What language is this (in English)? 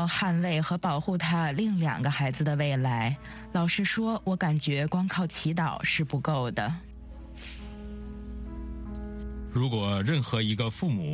Chinese